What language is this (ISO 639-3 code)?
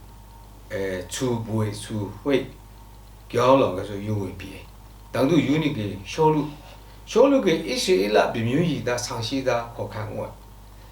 lsi